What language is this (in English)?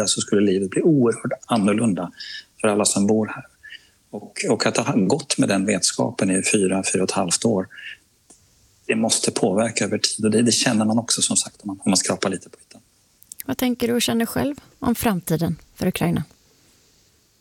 Swedish